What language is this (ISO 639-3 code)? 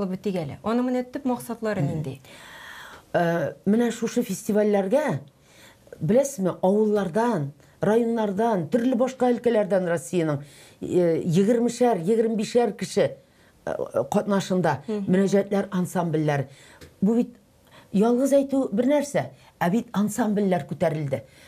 tat